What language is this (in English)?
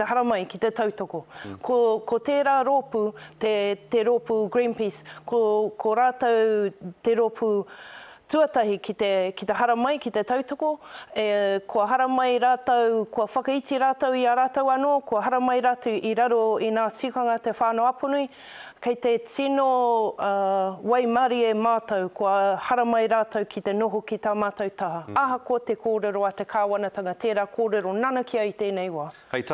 Māori